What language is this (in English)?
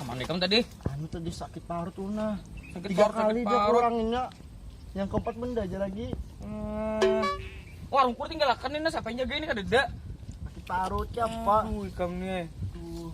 Banjar